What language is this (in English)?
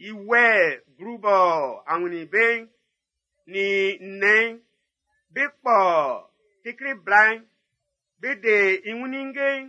Baoulé